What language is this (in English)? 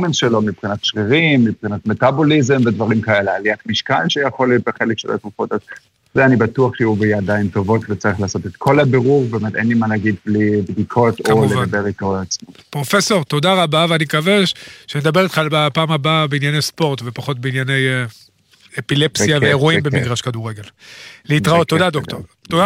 Hebrew